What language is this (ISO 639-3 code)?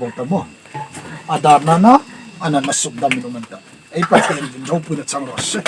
hmr